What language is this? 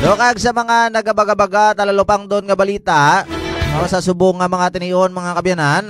Hiligaynon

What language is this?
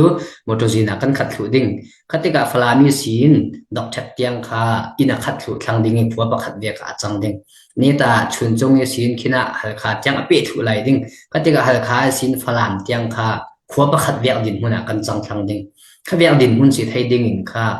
Falam Chin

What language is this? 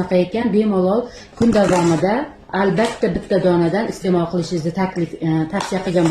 Uzbek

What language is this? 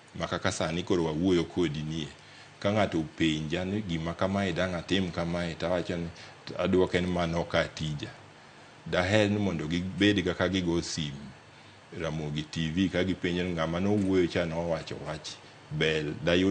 Luo (Kenya and Tanzania)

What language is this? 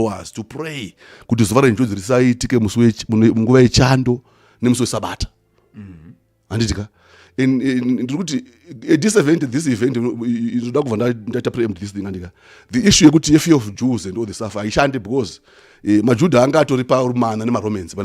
Shona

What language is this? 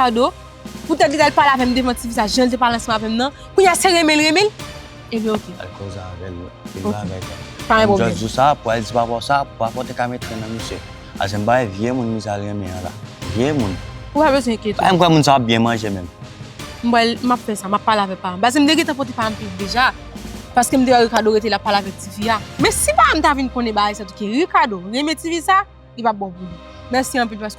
Haitian Creole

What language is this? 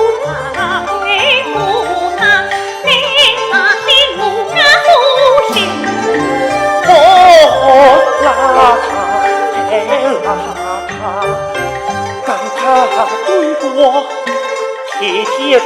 Pu-Xian Chinese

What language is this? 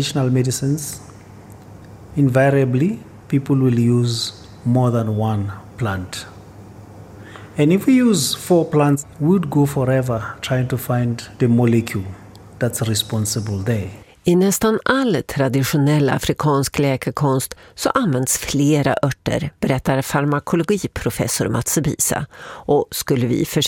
Swedish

